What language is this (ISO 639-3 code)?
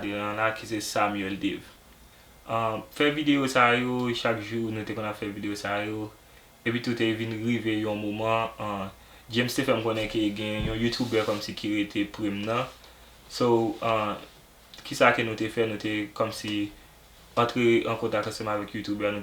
hat